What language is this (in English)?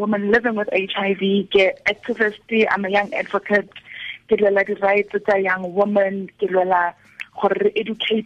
Tswana